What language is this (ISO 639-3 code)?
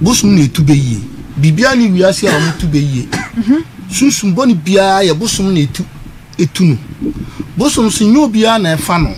aka